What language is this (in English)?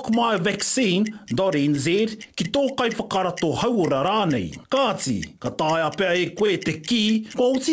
Māori